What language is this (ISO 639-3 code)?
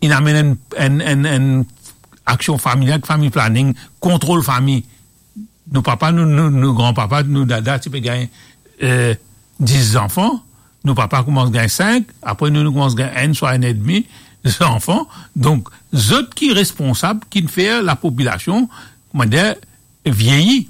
mfe